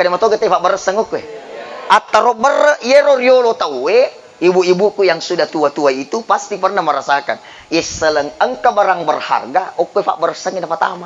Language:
Buginese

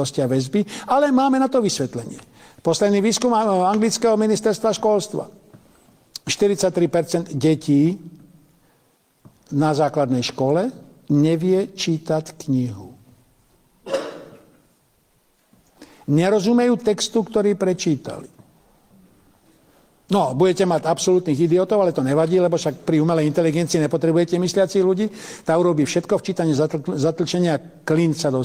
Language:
Slovak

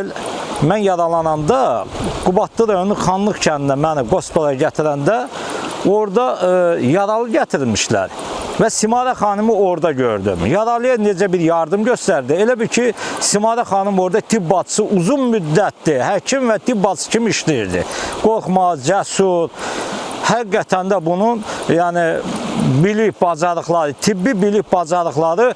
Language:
Azerbaijani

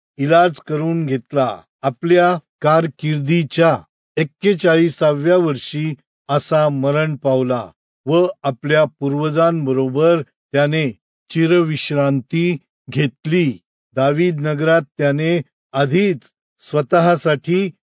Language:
Marathi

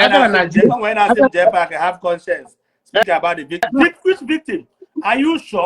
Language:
Igbo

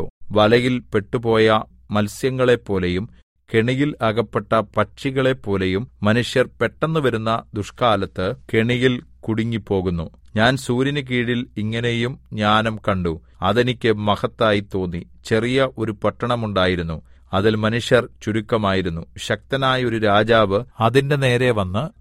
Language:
Malayalam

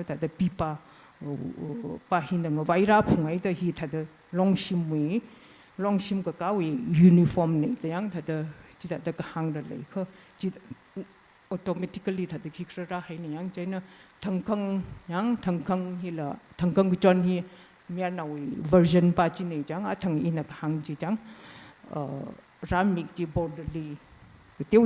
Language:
Tangkhul Naga (India)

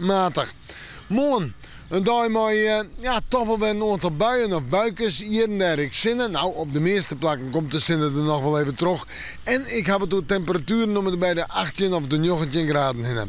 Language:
Western Frisian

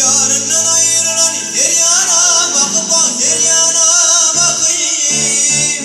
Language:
Turkmen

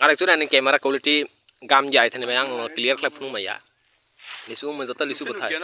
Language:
Kok Borok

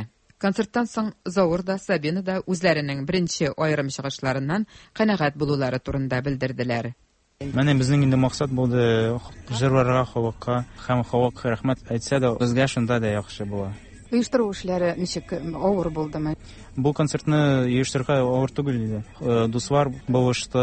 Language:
Tatar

